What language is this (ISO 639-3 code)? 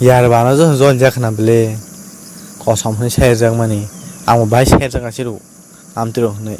trp